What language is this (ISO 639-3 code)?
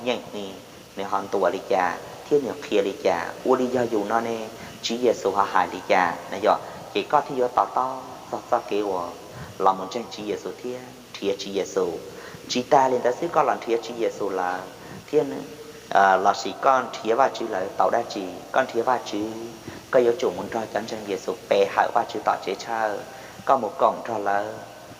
hmn